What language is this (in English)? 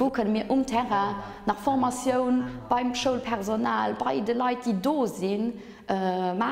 Luxembourgish